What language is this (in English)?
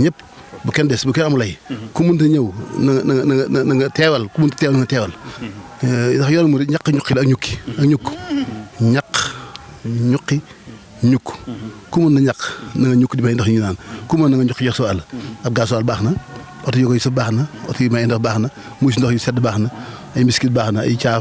Wolof